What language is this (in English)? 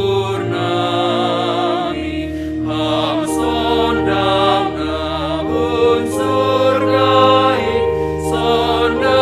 Batak Simalungun